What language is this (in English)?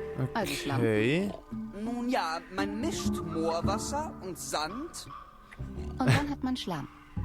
Swiss German